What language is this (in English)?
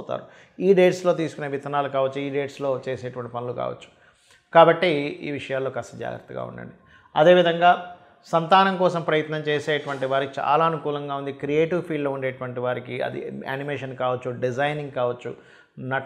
Telugu